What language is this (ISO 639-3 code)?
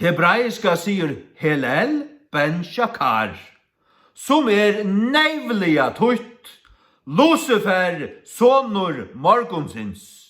fao